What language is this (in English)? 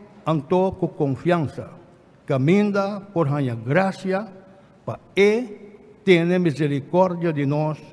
Papiamento